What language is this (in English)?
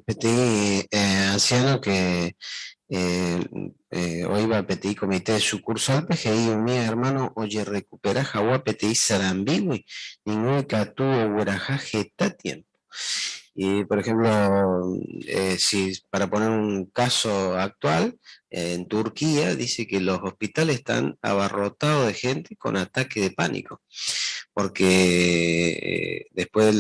Guarani